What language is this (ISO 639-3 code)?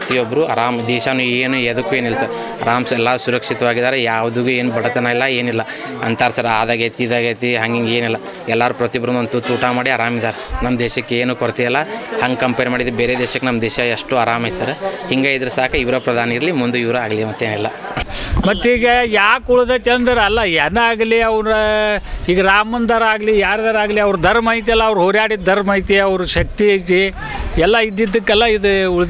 kan